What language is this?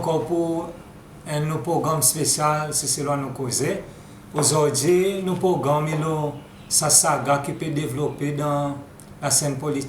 Seselwa Creole French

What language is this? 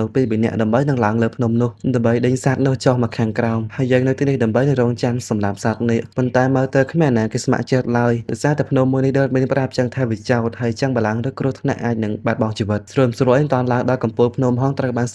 Khmer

